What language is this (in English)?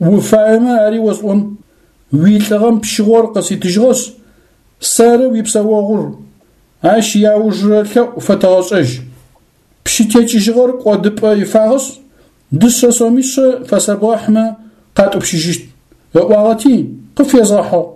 Adyghe